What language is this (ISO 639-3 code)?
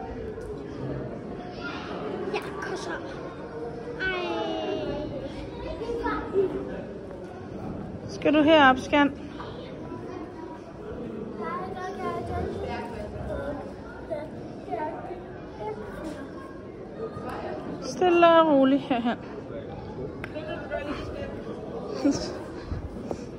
dan